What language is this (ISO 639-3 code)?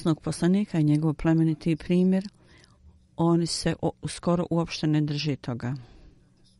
bos